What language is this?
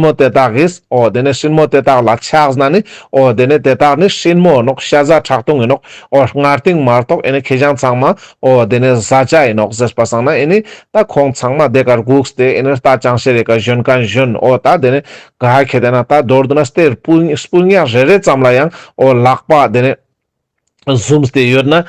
Ladakhi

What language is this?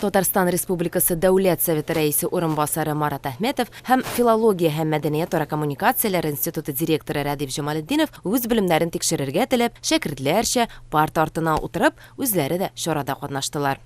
Tatar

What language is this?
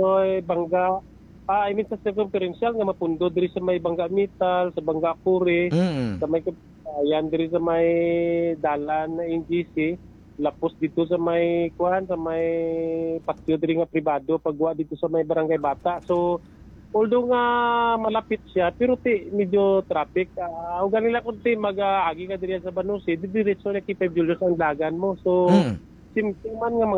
Hiligaynon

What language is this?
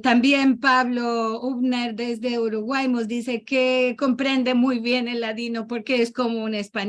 Ladino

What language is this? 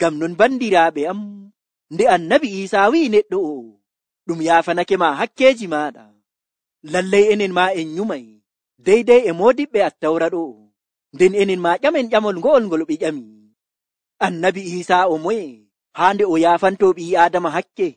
Nigerian Fulfulde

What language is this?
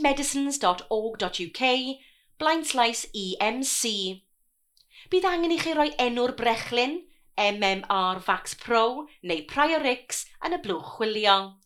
Welsh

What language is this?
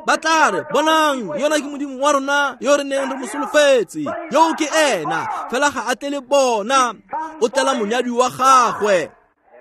Tswana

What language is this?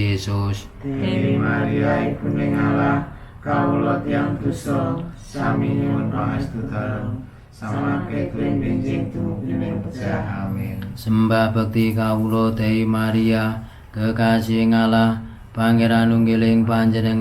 Javanese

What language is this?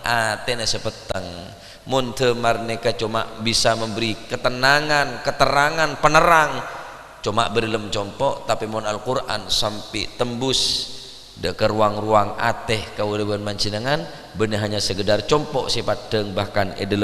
Madurese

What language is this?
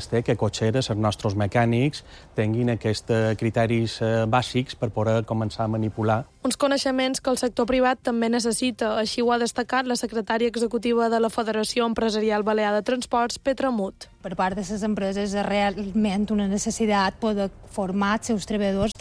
Catalan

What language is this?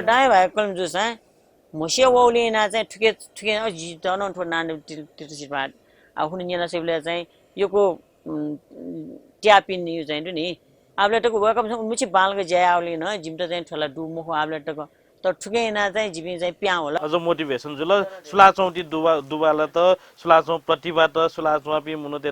Newari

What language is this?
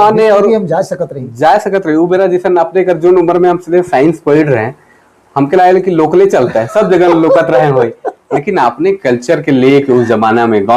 Sadri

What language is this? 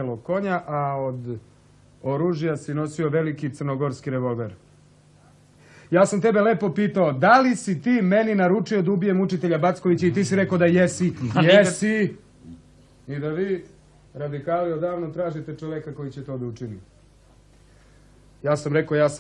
Serbian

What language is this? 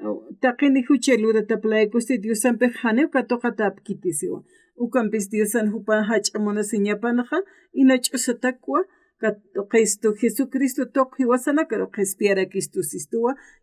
Aymara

